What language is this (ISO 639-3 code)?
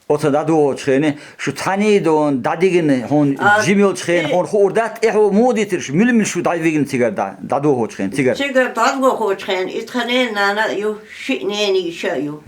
che